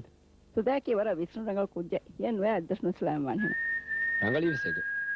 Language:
Divehi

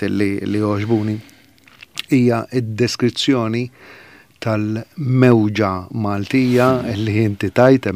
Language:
Maltese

